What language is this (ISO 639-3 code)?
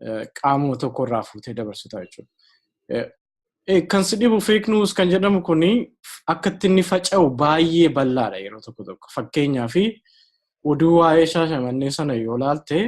orm